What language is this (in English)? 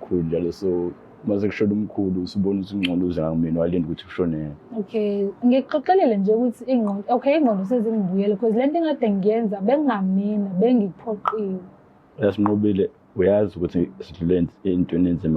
Zulu